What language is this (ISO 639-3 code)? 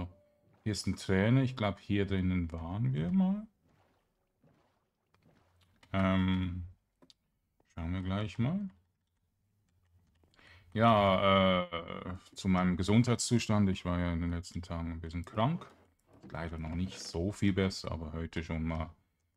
deu